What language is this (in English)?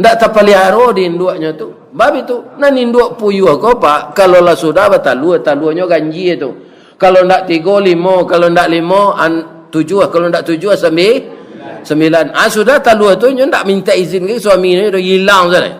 Minangkabau